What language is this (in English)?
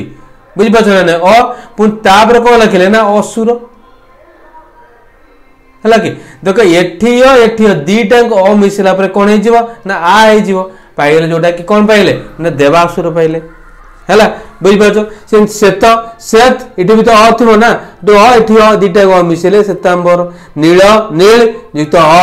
Odia